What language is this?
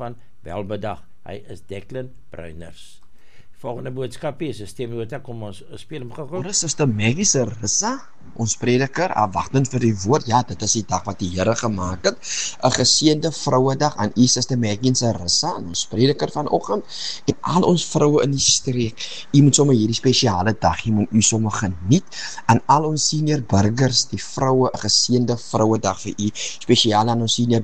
Afrikaans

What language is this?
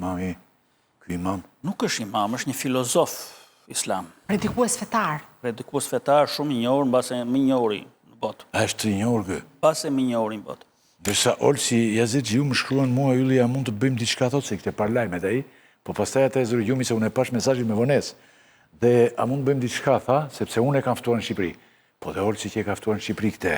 Albanian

